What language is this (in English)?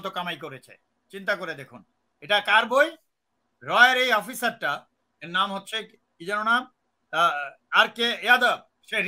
Bangla